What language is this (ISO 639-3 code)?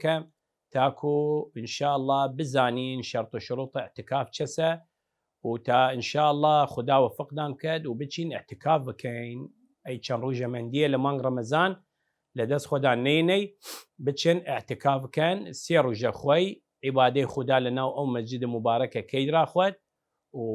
sdh